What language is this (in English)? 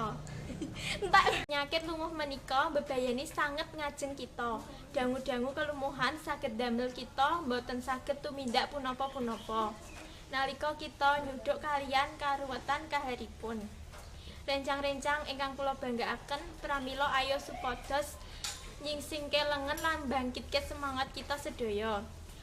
Javanese